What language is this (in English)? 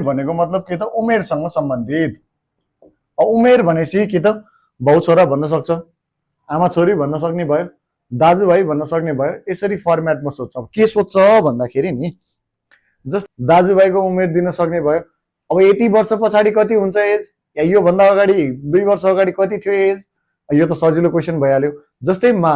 Nepali